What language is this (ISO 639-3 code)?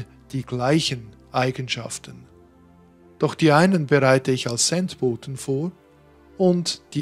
deu